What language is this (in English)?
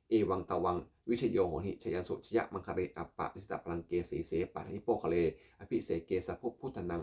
Pali